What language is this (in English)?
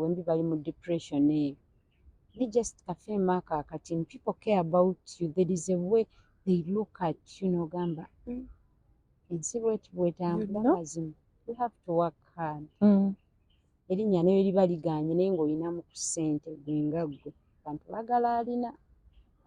Ganda